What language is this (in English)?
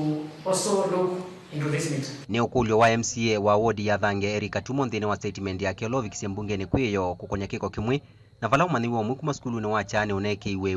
Kamba